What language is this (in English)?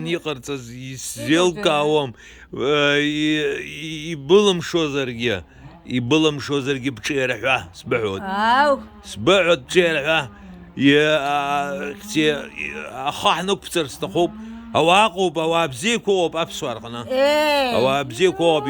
Abkhazian